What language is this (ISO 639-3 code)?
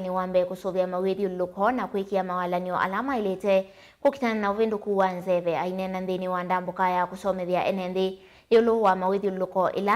kam